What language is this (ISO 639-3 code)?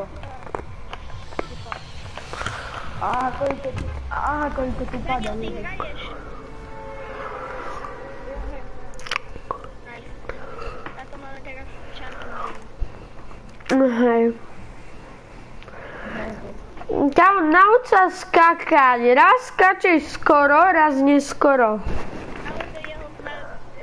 slk